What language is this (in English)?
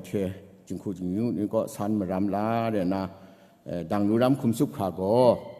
Kachin